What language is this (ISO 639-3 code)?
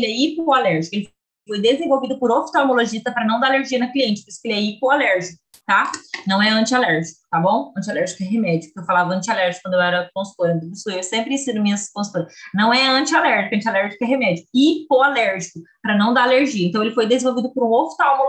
por